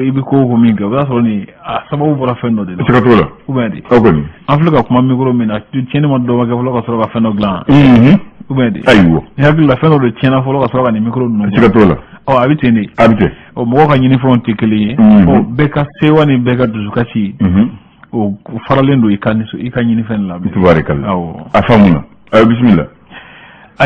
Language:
Bambara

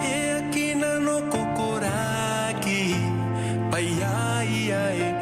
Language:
Gilbertese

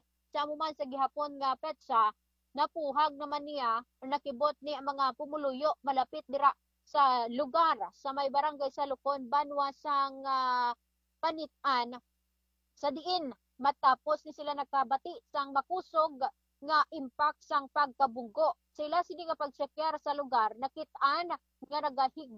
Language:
Hiligaynon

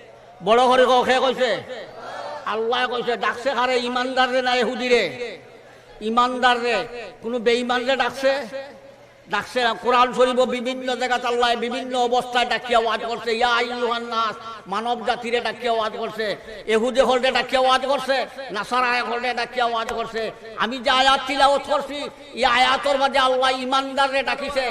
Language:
Sylheti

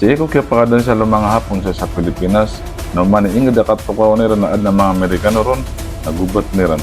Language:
Maranao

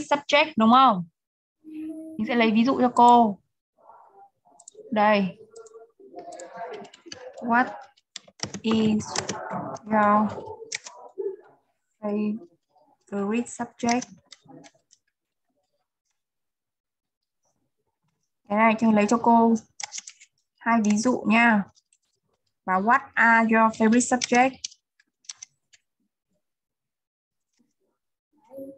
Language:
Vietnamese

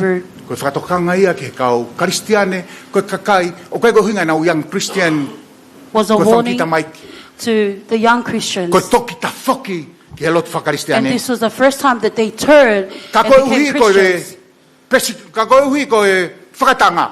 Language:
Tongan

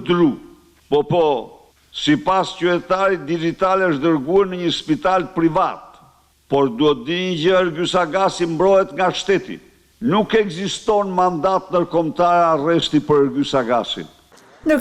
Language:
Albanian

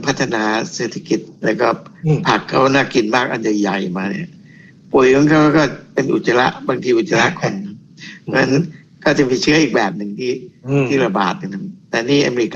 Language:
Thai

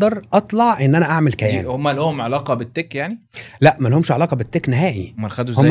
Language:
Egyptian Arabic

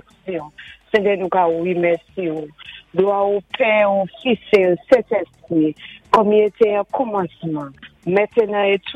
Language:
Saint Lucian Creole French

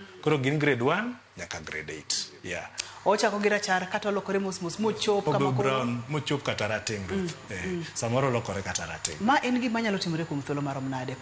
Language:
Luo (Kenya and Tanzania)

